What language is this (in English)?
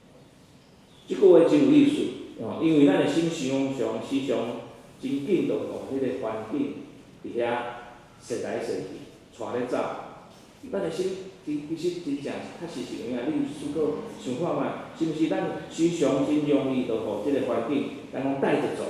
Min Nan Chinese